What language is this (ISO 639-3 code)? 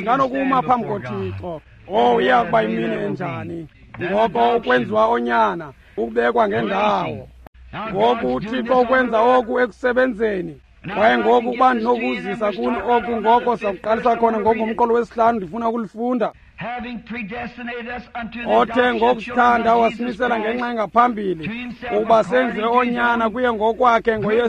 xho